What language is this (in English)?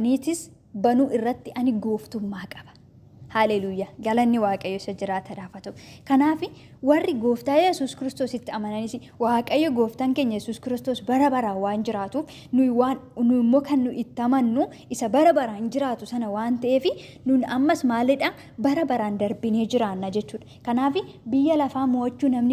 Oromo